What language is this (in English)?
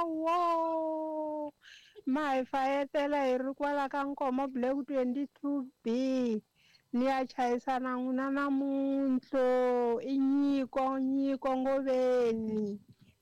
Tsonga